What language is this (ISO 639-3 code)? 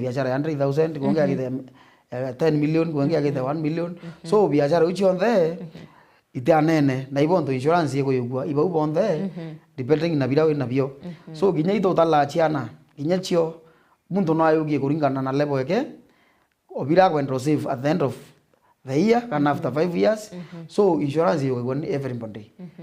mer